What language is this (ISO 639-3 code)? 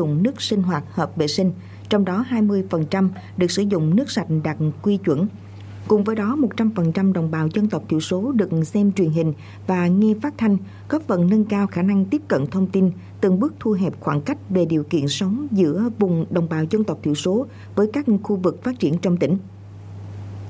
vie